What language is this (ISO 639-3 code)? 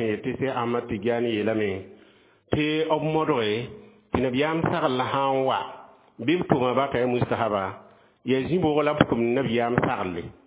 mos